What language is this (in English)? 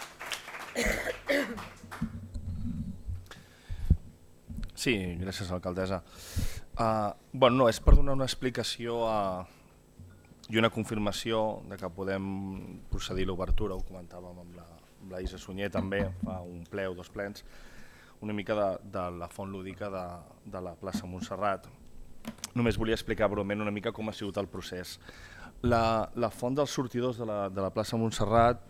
Catalan